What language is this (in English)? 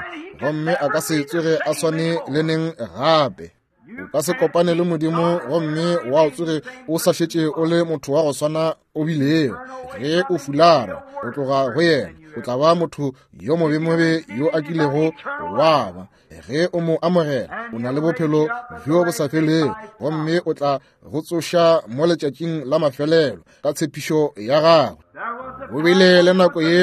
Northern Sotho